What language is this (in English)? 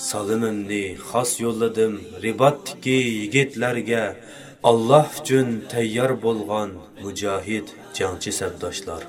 Uyghur